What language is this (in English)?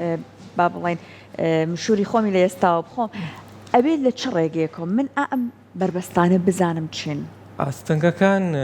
Central Kurdish